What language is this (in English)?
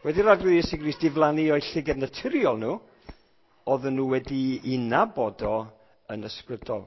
Welsh